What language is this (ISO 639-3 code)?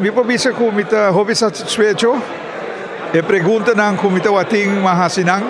pap